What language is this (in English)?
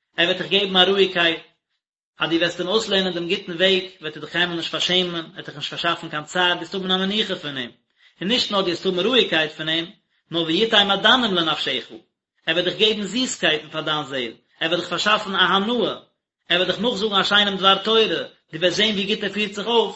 Yiddish